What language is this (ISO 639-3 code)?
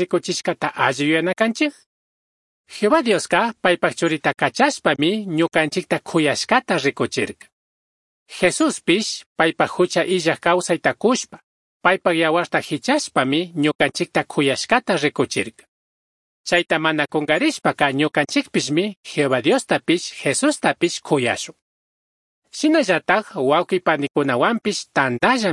qug